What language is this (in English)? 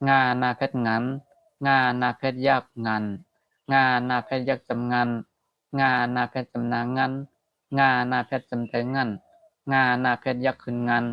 Shan